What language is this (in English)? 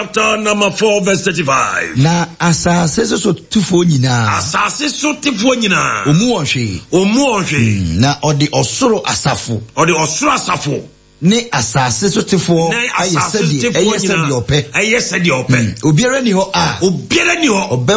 Akan